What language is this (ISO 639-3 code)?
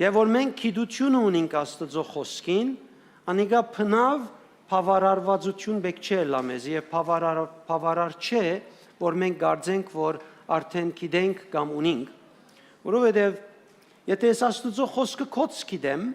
hyw